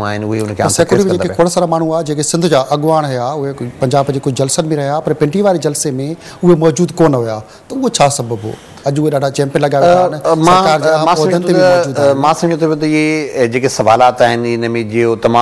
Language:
Sindhi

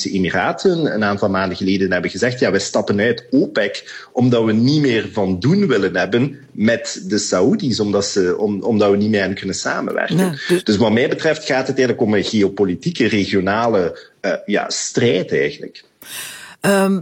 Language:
Dutch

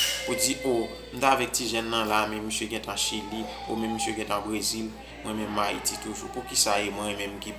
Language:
Haitian Creole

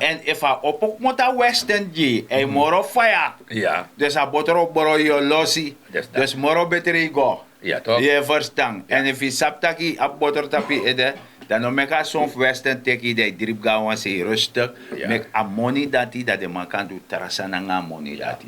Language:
Sranan Tongo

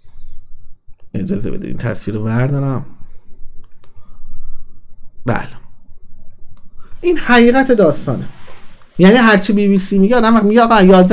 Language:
Persian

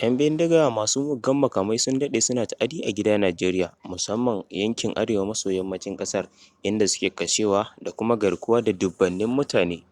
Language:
Hausa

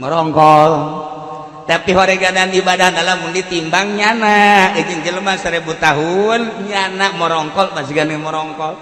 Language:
Sundanese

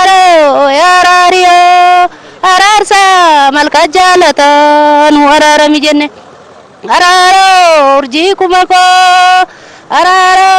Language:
Oromo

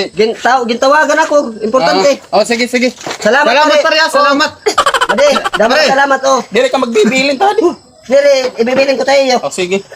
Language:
Waray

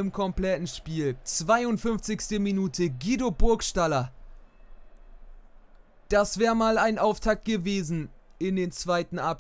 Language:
German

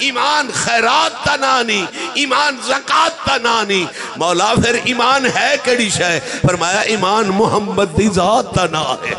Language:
Saraiki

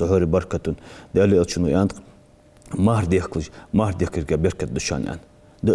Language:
Ingush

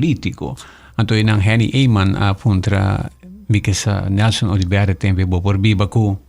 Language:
Papiamento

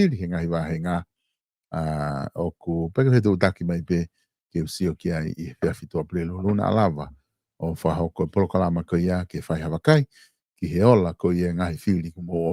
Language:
Tongan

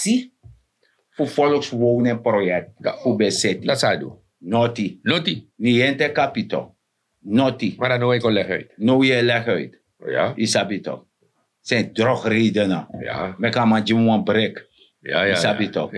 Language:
Sranan Tongo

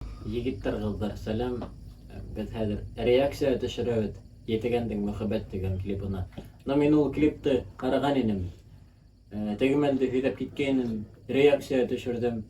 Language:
Bashkir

